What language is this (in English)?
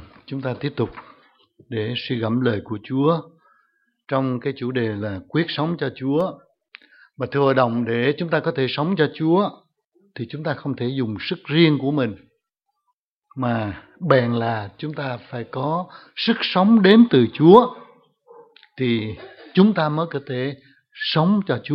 Vietnamese